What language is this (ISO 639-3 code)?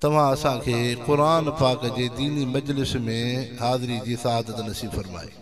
snd